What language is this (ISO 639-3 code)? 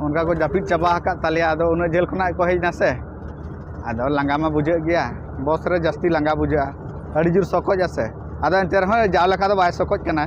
sat